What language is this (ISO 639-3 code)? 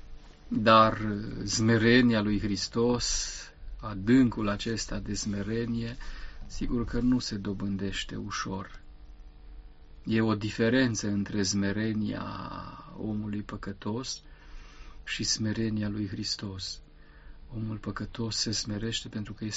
ron